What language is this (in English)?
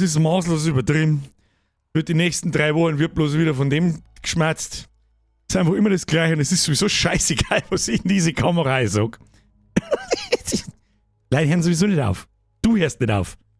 Bavarian